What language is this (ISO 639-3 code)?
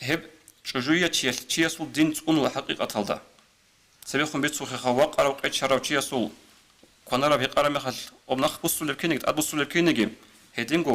ava